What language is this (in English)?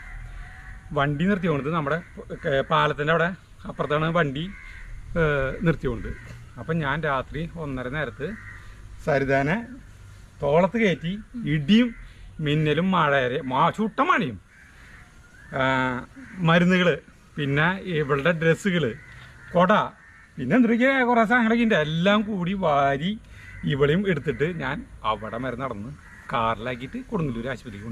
Malayalam